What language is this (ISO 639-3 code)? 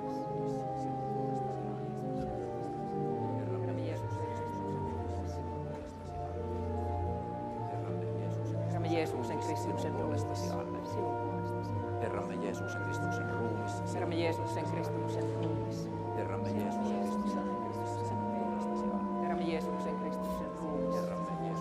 fin